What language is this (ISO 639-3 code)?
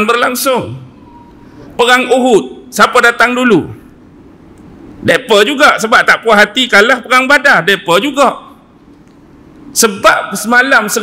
msa